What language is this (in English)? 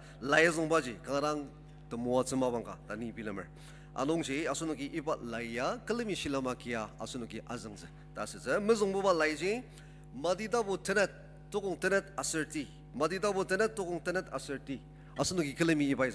Ao Naga